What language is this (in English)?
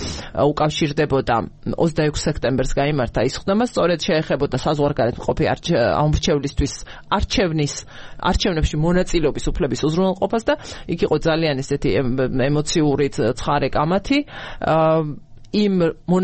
Georgian